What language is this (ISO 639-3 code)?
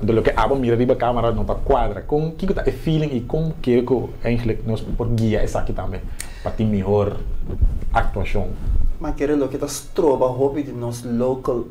pap